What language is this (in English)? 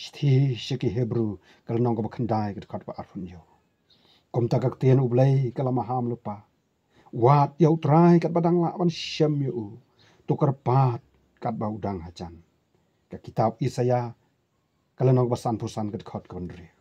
Khasi